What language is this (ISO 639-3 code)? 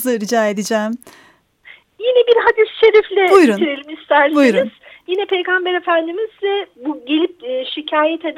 tur